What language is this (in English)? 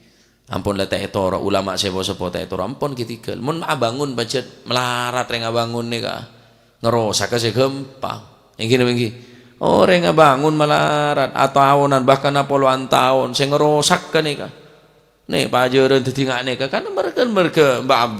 Madurese